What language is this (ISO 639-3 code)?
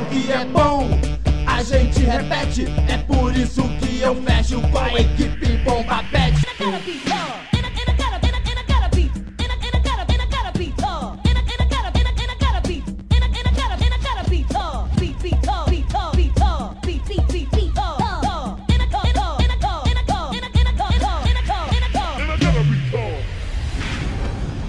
por